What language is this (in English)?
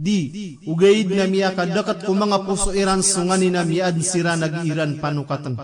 Maranao